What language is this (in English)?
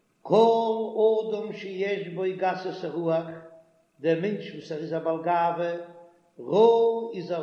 Yiddish